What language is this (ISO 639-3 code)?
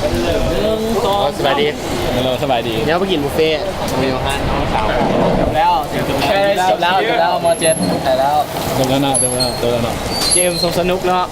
lao